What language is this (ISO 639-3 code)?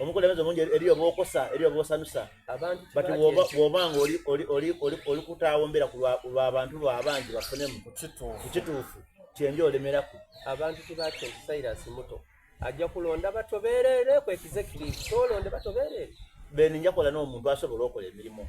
xog